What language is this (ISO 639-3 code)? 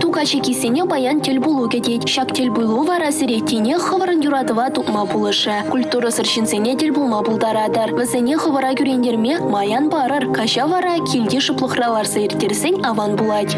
chv